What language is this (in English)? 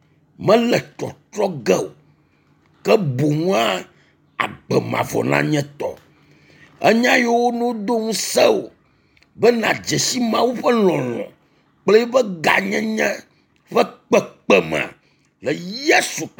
Ewe